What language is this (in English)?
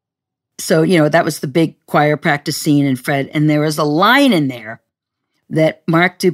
English